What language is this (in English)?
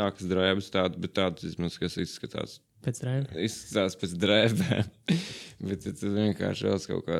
Latvian